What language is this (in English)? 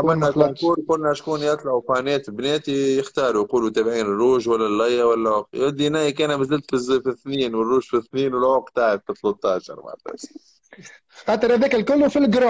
Tunisian Arabic